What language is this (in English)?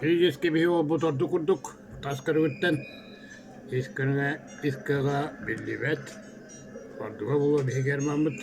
Yakut